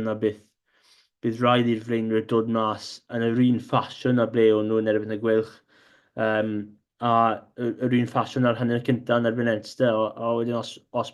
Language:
Welsh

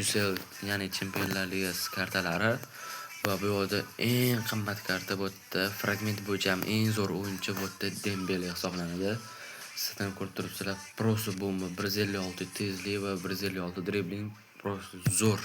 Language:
Uzbek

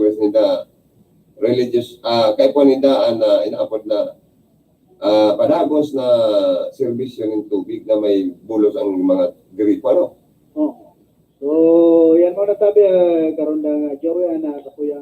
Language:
Bikol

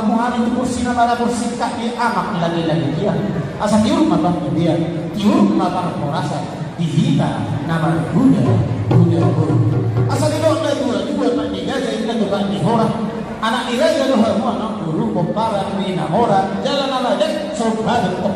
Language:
Batak Toba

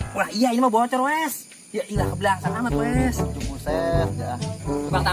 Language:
Betawi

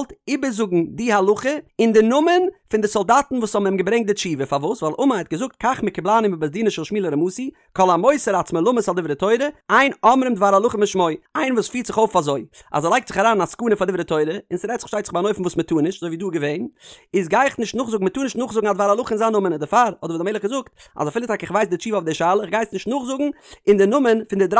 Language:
Yiddish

